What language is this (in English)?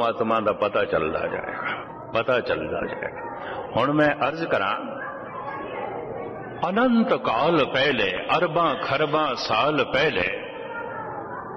Punjabi